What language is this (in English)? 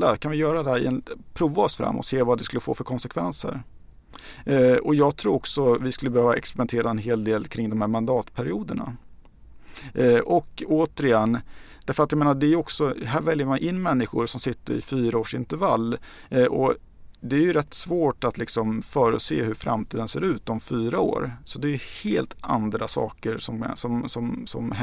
Swedish